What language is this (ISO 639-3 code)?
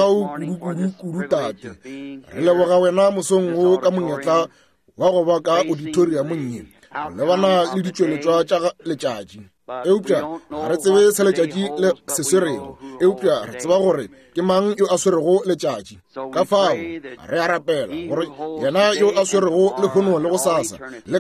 nso